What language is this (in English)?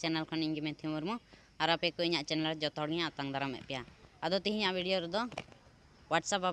Santali